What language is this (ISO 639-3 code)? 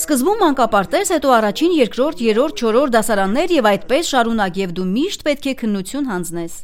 hye